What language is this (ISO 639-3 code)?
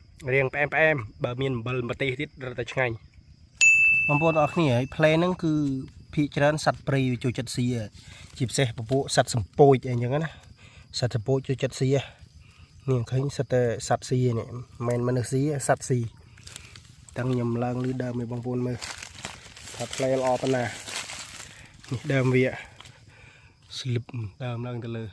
khm